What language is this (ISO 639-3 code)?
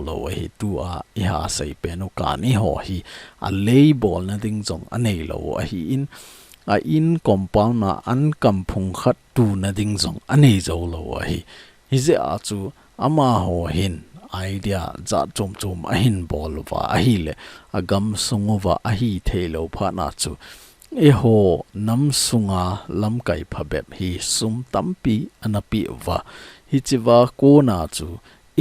tcz